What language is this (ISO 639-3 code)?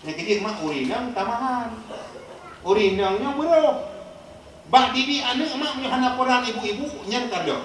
ace